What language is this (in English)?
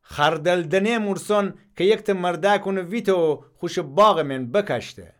Gilaki